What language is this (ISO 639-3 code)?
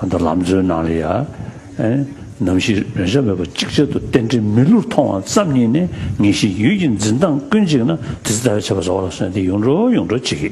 bod